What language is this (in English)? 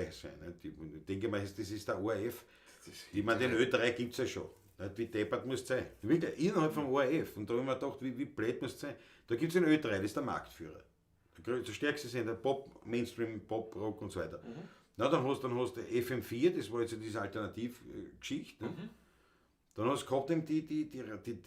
Bavarian